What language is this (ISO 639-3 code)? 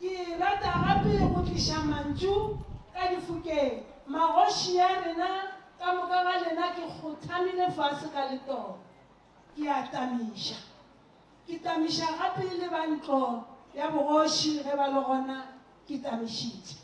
nso